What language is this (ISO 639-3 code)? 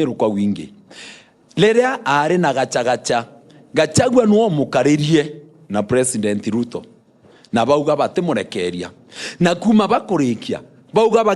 mer